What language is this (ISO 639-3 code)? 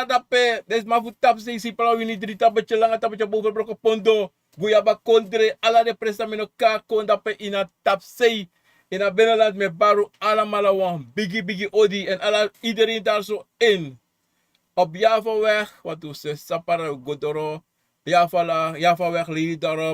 srn